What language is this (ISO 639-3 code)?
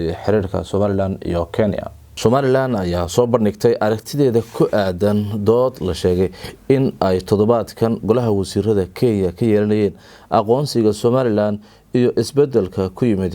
som